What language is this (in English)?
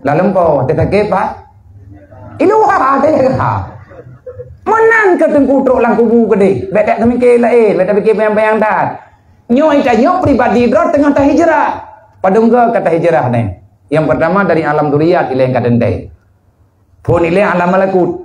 Achinese